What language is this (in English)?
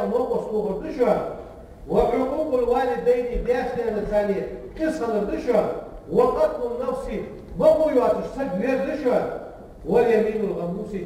Ingush